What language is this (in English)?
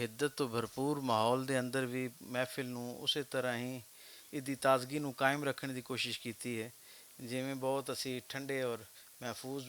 Western Panjabi